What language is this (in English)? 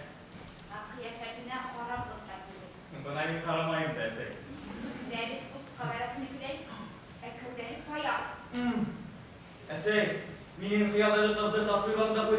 Bashkir